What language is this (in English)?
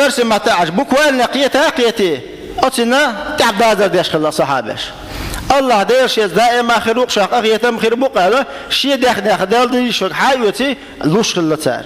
Chechen